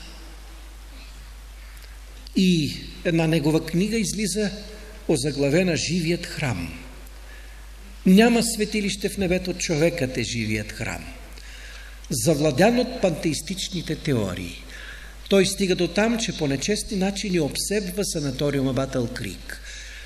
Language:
Bulgarian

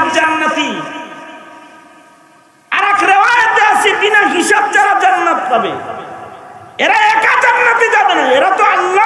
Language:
Bangla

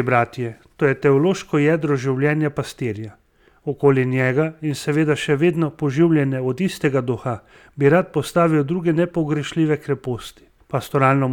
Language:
Slovenian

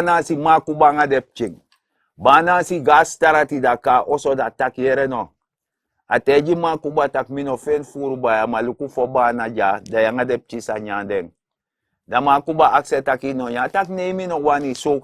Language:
Sranan Tongo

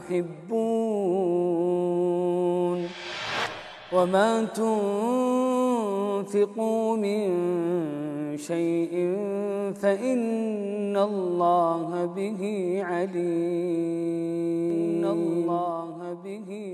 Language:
Egyptian Arabic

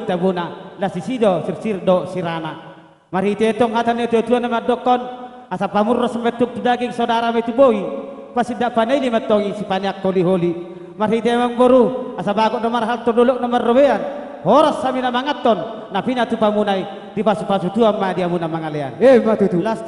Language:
Batak Toba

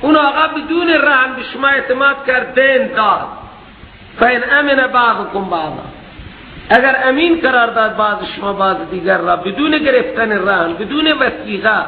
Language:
Persian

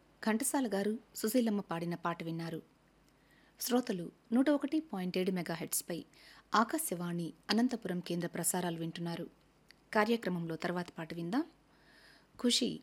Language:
Telugu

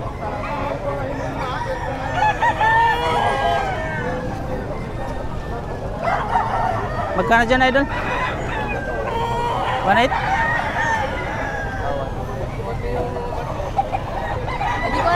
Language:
Filipino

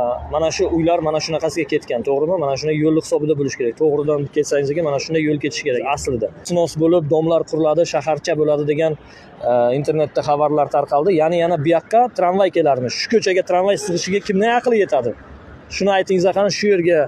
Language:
Uzbek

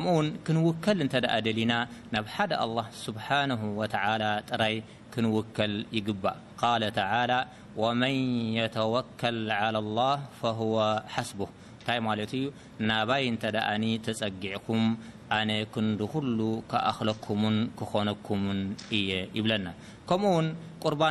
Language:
Tigrinya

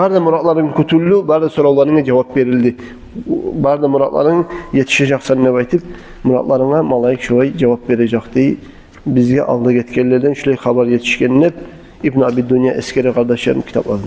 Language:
Kumyk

